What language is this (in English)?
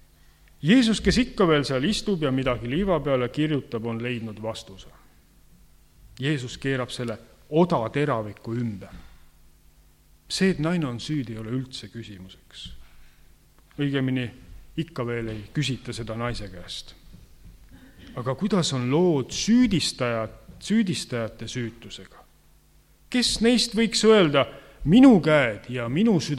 Estonian